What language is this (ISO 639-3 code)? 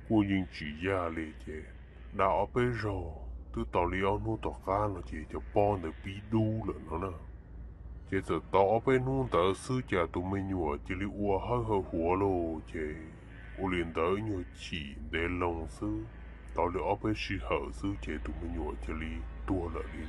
hmn